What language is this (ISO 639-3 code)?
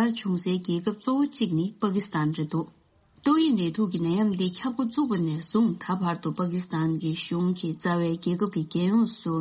bod